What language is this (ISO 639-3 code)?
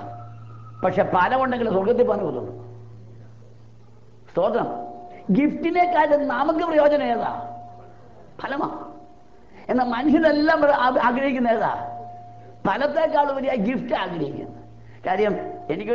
mal